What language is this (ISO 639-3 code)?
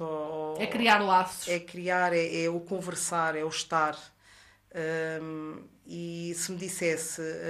por